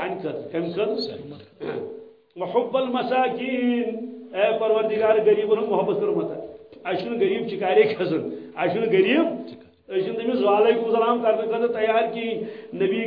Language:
Kashmiri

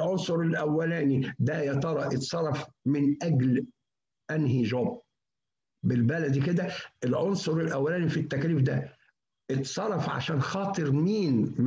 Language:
Egyptian Arabic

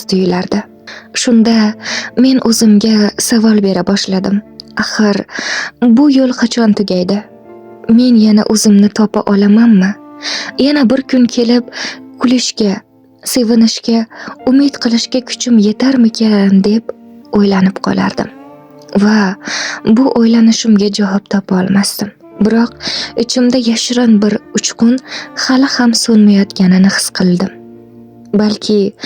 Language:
Uzbek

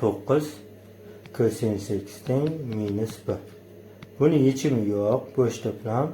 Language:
Uzbek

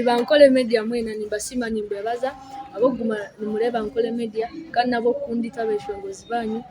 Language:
Nyankole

